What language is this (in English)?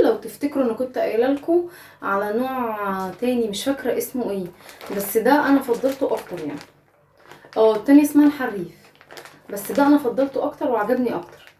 Egyptian Arabic